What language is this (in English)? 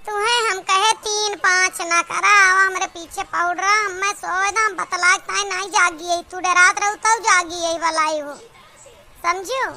Awadhi